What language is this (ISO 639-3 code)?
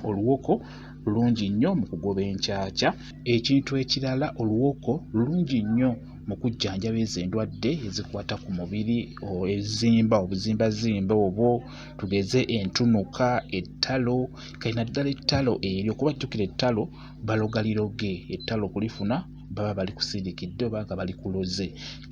lug